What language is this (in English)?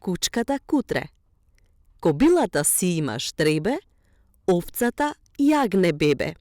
Macedonian